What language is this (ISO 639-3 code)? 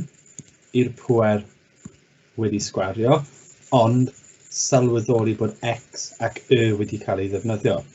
cym